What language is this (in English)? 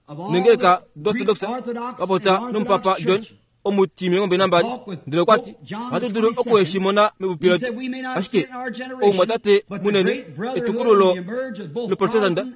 Kuanyama